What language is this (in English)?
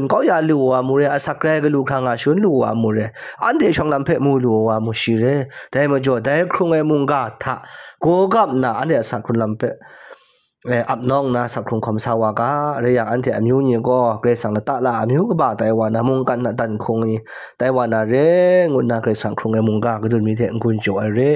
Kachin